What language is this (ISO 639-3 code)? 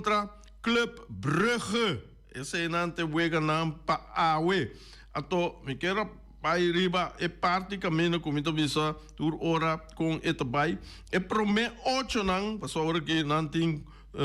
pap